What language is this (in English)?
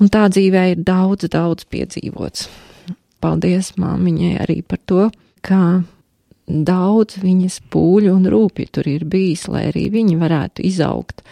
Latvian